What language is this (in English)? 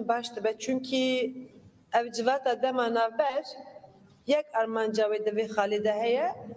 Kurdish